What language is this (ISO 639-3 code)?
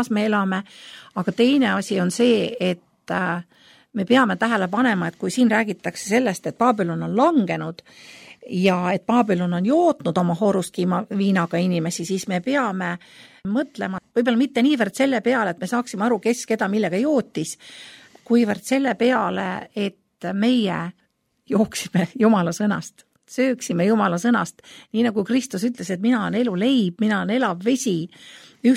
est